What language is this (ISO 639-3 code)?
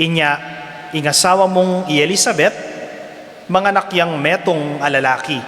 pam